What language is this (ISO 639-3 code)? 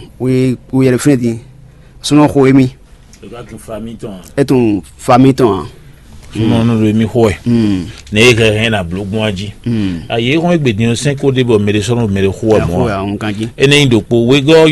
fon